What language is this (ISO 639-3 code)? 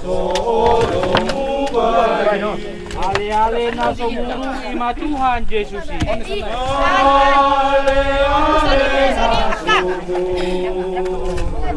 bbc